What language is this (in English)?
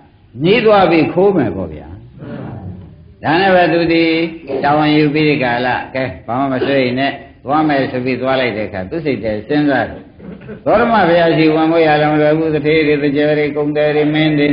Burmese